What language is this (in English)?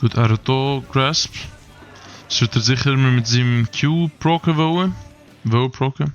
Swiss German